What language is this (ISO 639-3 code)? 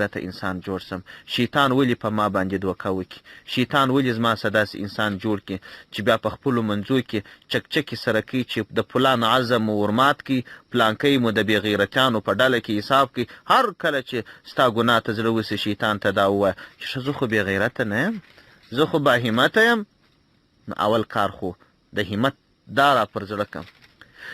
pus